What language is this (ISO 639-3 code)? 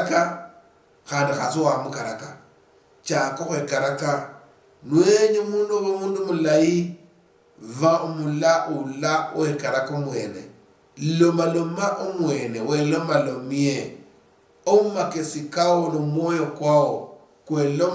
luy